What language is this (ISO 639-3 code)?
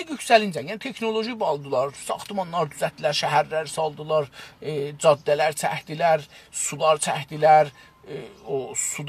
azb